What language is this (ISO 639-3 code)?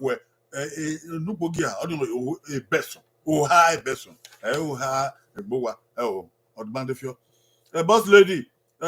bin